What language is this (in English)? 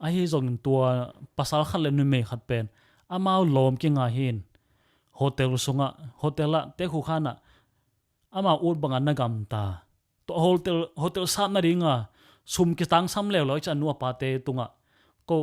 Tedim Chin